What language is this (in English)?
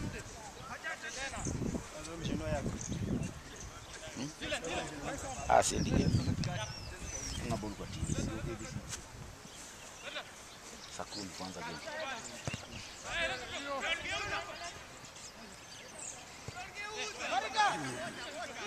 Swahili